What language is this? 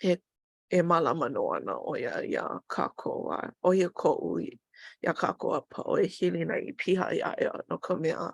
Hawaiian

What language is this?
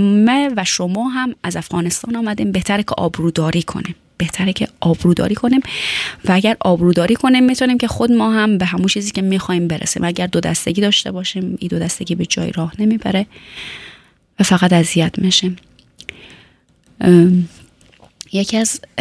Persian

